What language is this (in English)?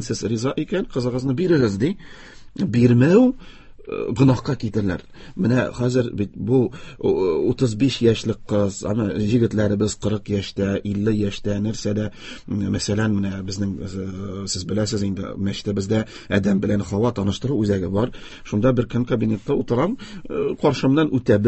Tatar